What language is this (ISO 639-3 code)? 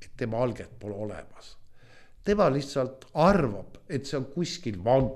est